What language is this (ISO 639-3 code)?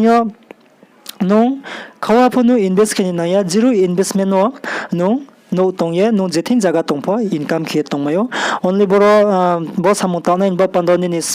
ria